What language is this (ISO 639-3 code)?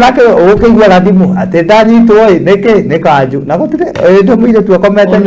kik